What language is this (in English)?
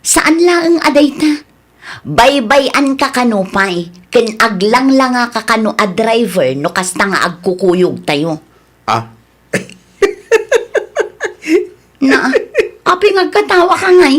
Iloko